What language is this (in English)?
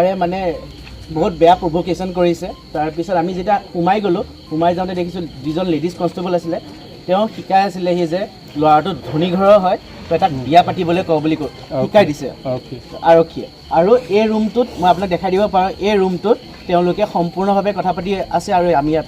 Assamese